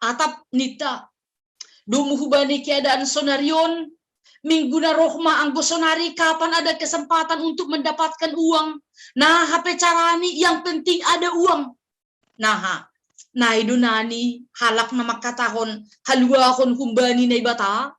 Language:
Batak Simalungun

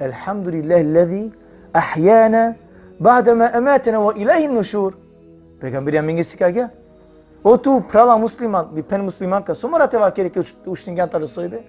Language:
Balkan Romani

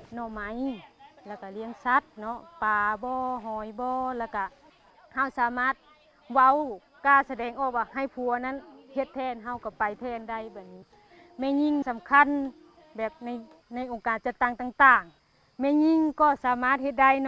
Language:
Lao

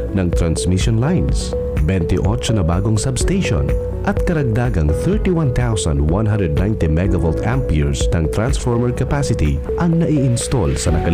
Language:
Bikol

